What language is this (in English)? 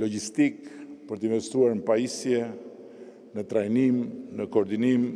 Albanian